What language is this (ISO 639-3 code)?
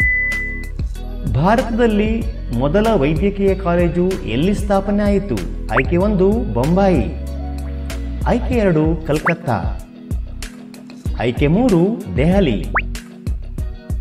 kan